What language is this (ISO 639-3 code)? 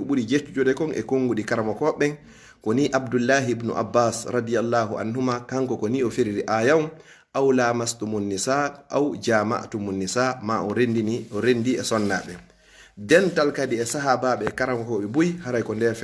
ful